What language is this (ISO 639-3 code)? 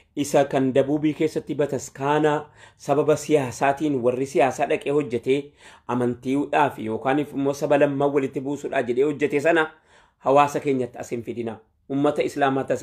orm